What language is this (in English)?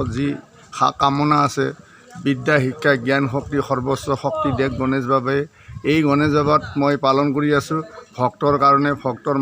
Assamese